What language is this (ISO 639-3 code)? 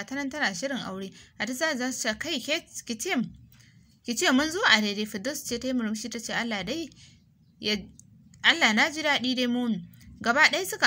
hau